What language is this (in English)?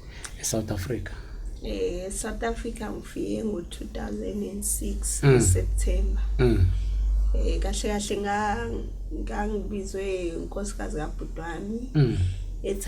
Zulu